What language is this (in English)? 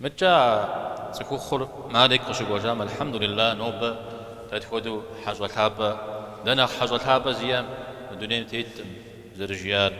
Kabardian